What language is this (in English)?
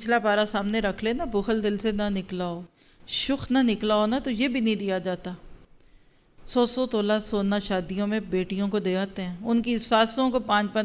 Urdu